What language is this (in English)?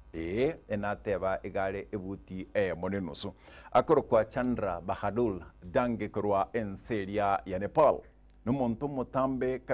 Gusii